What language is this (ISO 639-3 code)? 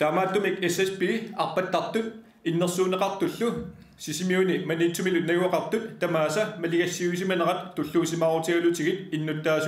kal